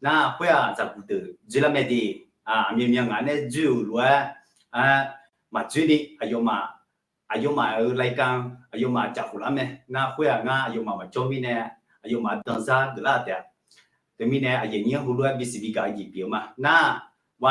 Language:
Akha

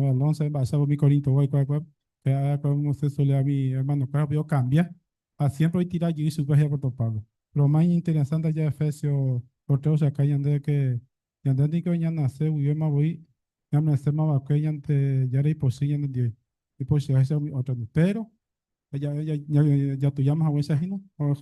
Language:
Guarani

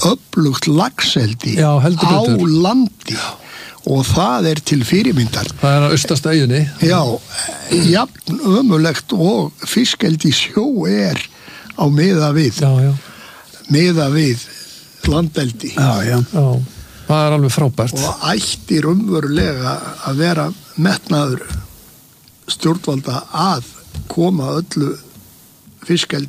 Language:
Icelandic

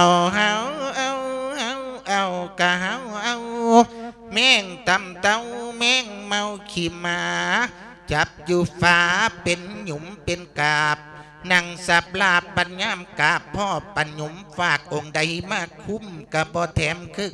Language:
Lao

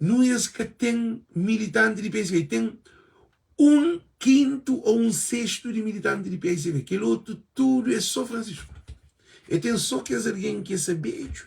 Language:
Kabuverdianu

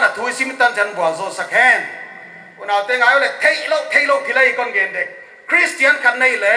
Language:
Paite Chin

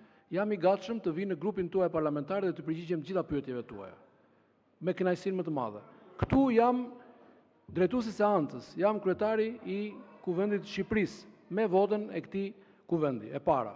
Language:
Albanian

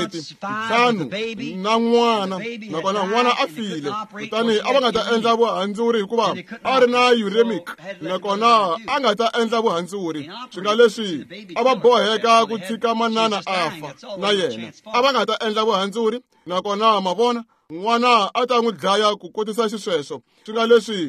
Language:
Tsonga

